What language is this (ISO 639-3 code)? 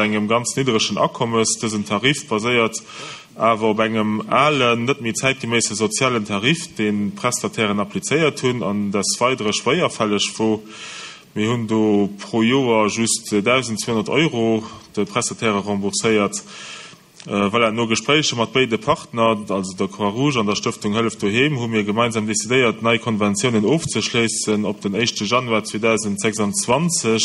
ltz